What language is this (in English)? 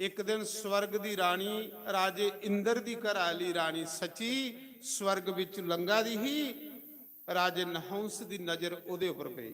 Dogri